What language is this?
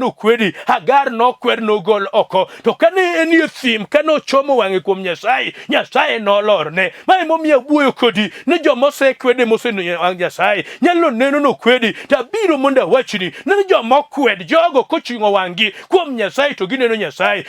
Luo (Kenya and Tanzania)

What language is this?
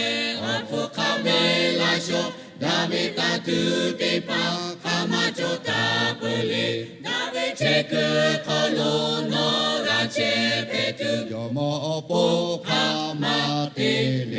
Lahu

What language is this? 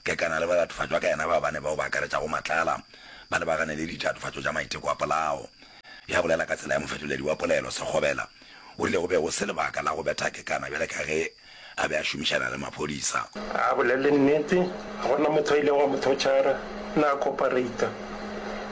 Northern Sotho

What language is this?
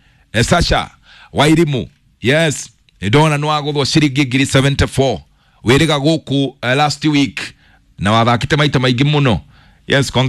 Kikuyu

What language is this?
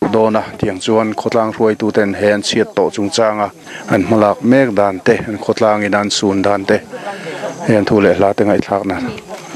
Mizo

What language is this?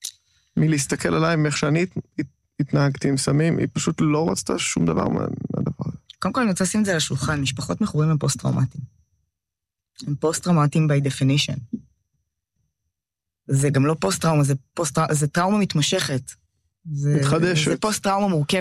Hebrew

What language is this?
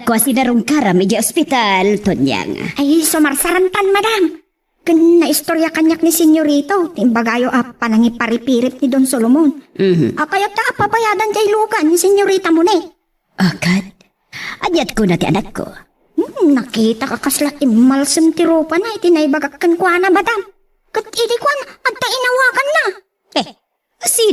Iloko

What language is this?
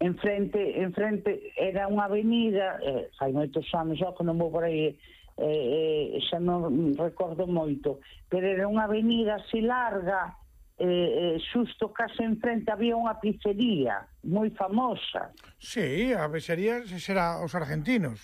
Galician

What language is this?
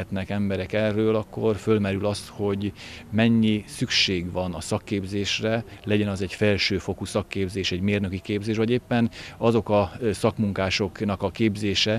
Hungarian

